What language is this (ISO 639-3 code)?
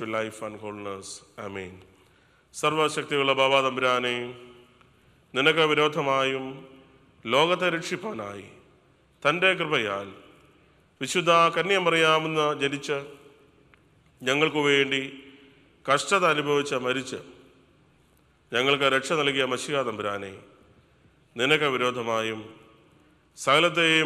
mal